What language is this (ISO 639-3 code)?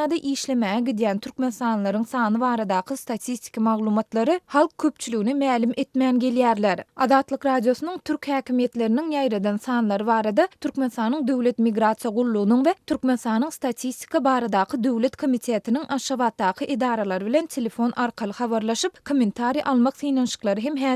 tuk